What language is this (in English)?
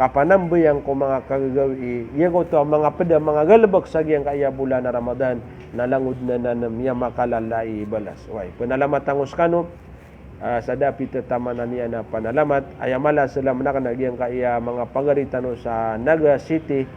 Maranao